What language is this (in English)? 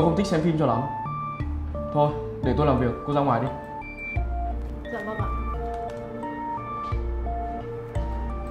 Vietnamese